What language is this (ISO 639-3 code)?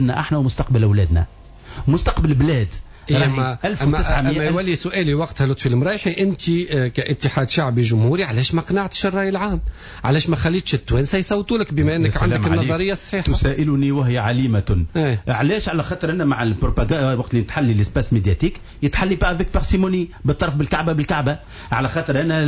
aeb